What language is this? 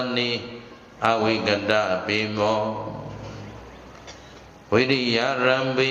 Burmese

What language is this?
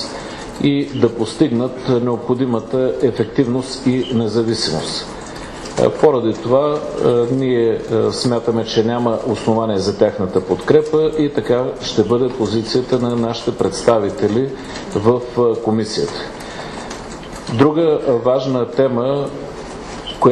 Bulgarian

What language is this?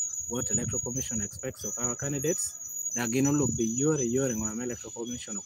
Lango (Uganda)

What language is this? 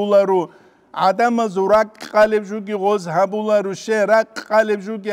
Avaric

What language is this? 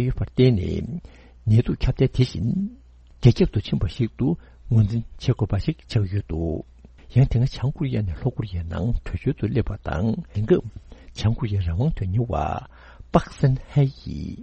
Tibetan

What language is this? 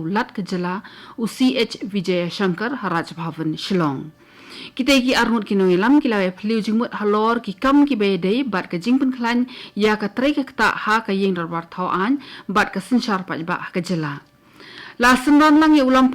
Khasi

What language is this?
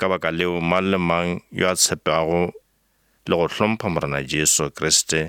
Northern Sotho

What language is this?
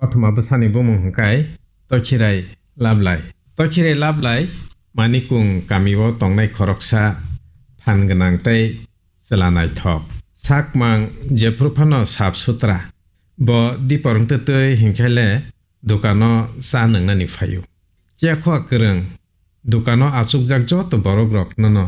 Kok Borok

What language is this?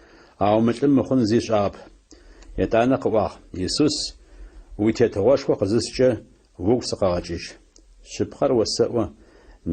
Adyghe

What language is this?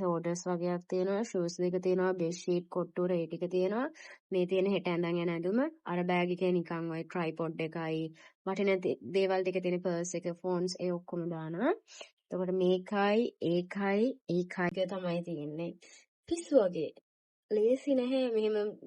Sinhala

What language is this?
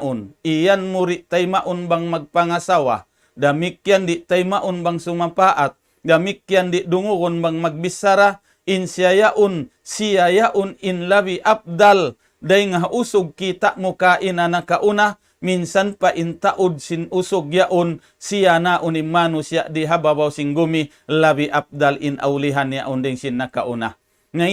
Tausug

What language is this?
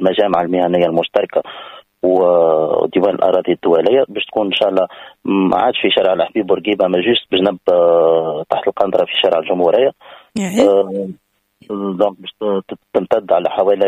Tunisian Arabic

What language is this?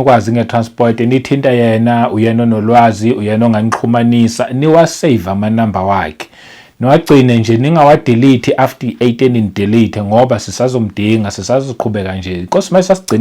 Zulu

